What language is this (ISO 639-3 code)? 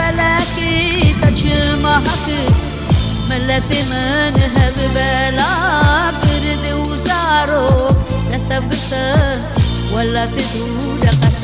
kur